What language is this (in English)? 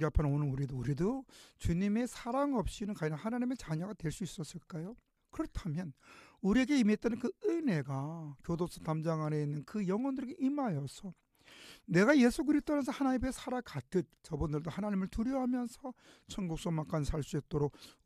Korean